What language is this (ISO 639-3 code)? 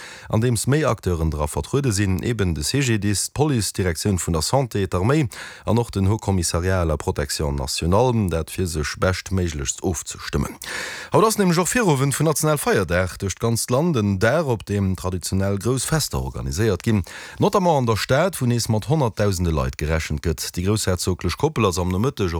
ltz